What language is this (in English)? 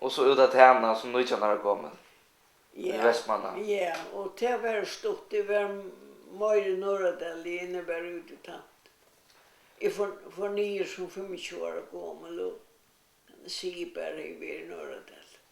Faroese